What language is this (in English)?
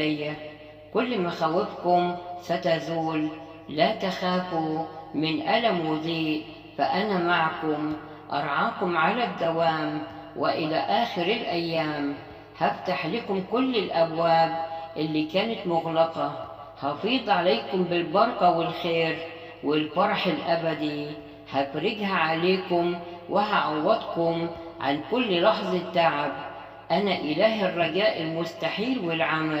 Egyptian Arabic